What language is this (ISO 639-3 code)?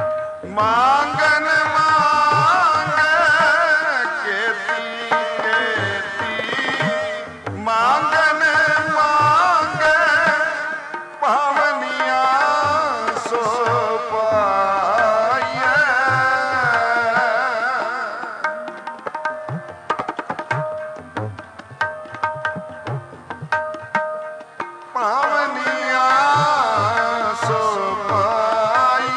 pan